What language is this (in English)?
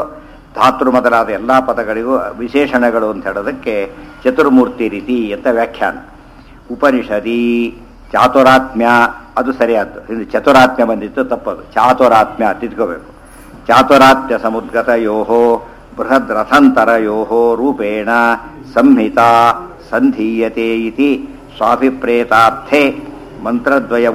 Kannada